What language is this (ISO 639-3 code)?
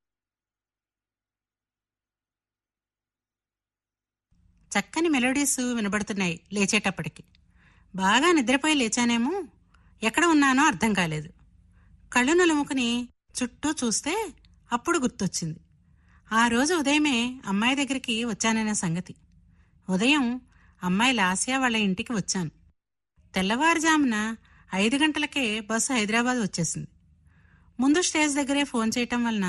tel